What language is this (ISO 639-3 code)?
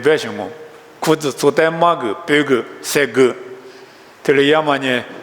lis